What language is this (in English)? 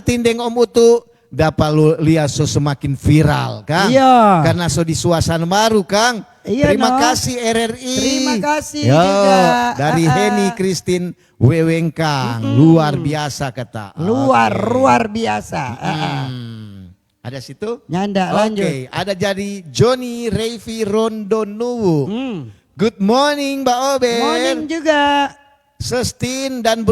Manado Malay